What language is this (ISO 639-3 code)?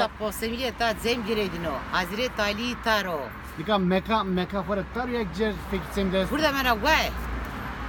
zza